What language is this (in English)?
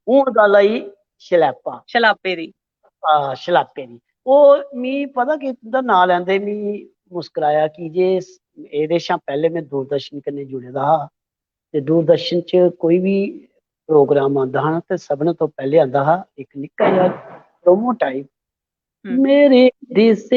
Dogri